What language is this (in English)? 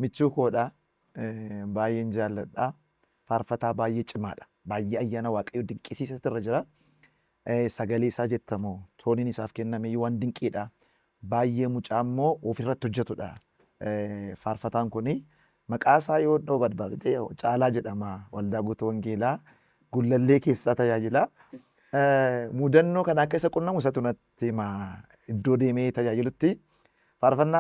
Oromo